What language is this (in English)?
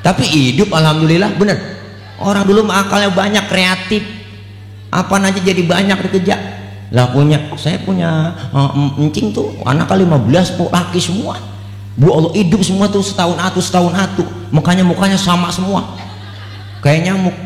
Betawi